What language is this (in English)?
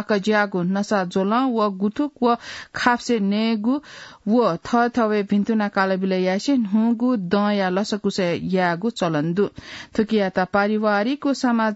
Newari